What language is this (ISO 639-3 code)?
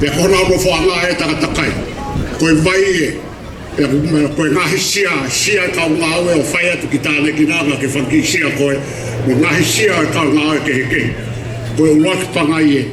ton